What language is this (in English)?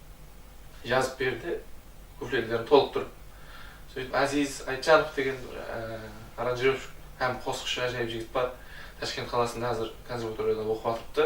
Kara-Kalpak